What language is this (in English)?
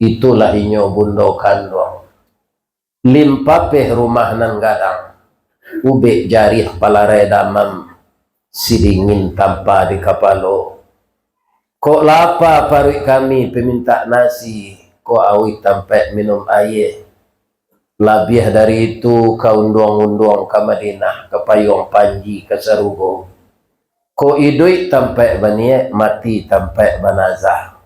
Minangkabau